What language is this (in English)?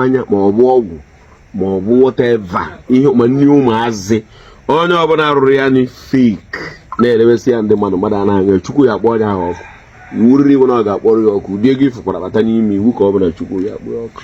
Igbo